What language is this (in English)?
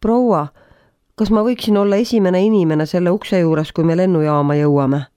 Estonian